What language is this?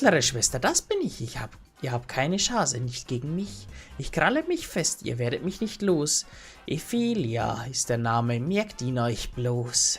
Bavarian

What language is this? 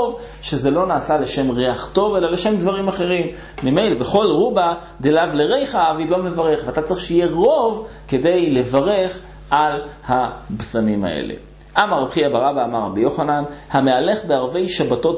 Hebrew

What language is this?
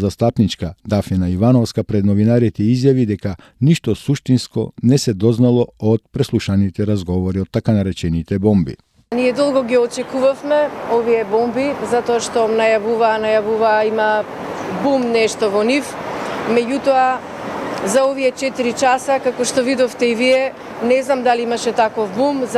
Macedonian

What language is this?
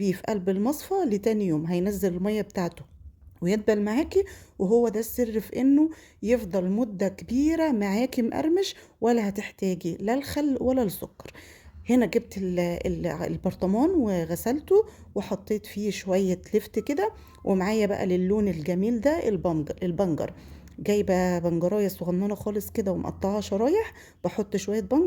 Egyptian Arabic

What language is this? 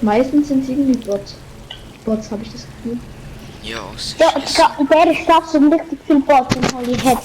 Swiss German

